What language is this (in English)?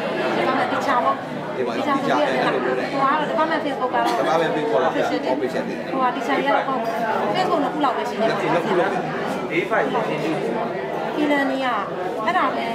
Burmese